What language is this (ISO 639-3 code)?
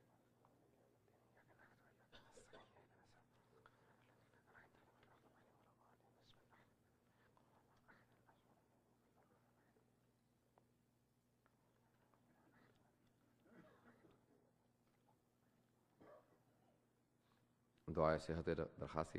urd